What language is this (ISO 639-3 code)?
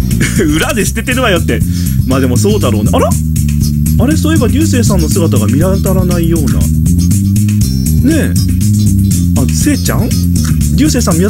jpn